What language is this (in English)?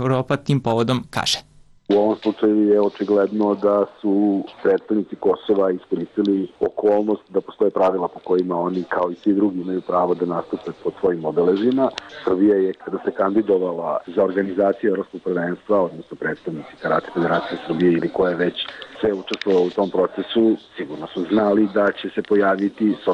Serbian